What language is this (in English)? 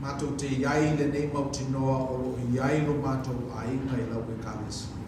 Samoan